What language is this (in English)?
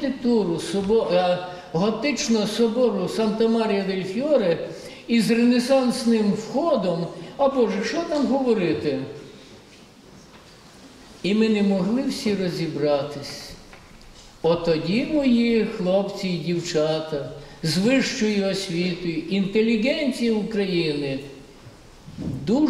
Ukrainian